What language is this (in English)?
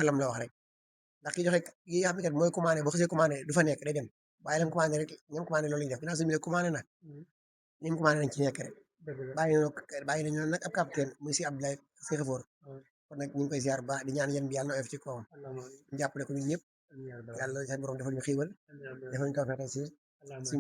Wolof